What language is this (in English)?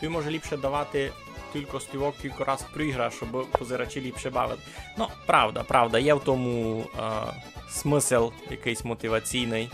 Rusyn